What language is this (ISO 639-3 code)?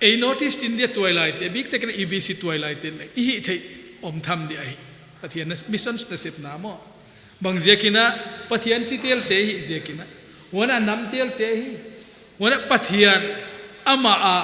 pck